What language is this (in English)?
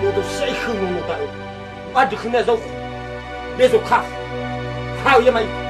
Nias